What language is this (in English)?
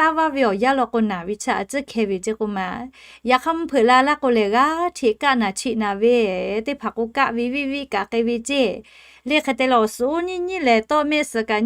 Lahu